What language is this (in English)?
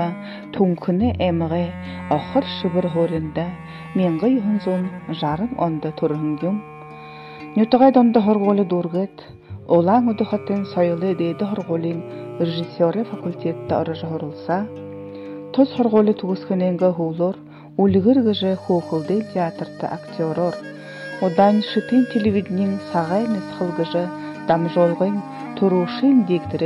Buriat